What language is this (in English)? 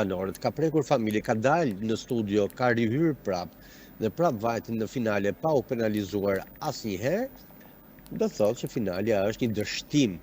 Albanian